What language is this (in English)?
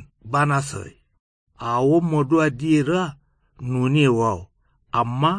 Kanuri